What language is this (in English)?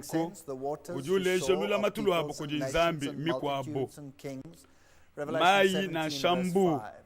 Luba-Lulua